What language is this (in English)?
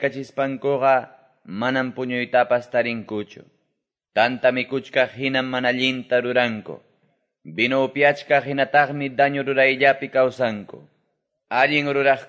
Quechua